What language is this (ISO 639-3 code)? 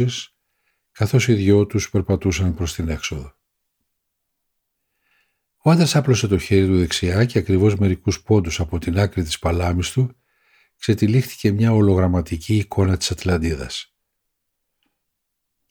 ell